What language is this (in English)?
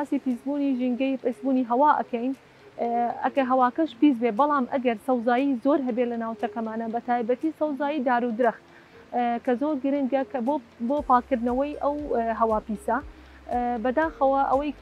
Central Kurdish